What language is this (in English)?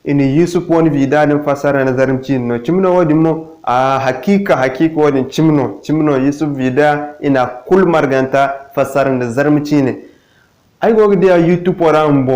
Zarma